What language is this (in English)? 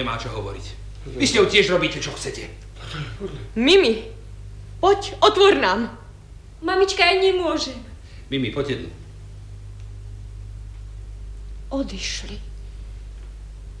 Slovak